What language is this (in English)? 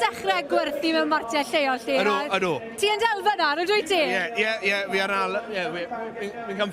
Welsh